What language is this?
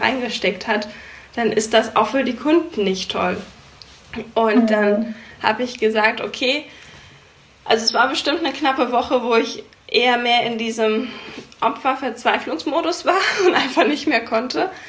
German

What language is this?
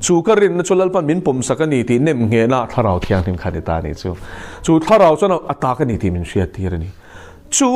Mizo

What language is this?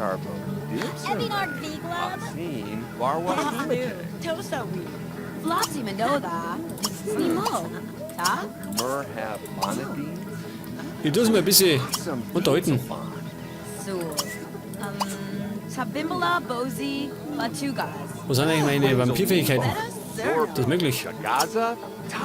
Bavarian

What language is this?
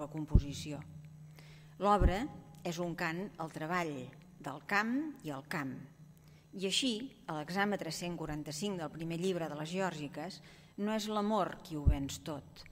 Catalan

